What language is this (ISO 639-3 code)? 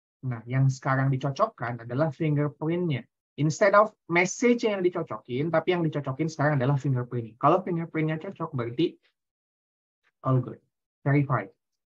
ind